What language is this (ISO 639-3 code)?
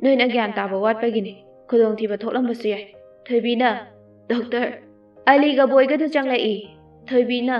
mni